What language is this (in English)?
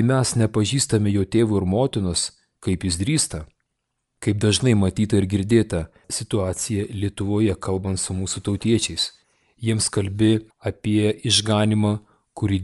Lithuanian